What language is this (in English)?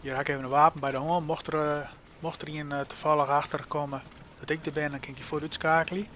Western Frisian